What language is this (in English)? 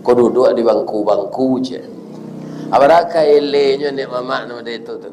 Minangkabau